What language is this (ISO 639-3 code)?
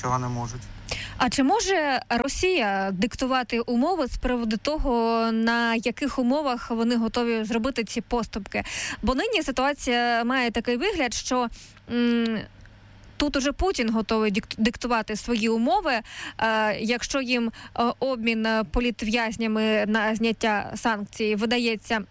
ukr